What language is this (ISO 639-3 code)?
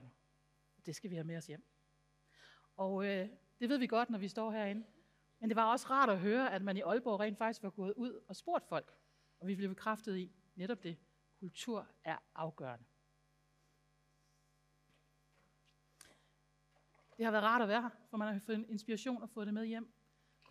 dan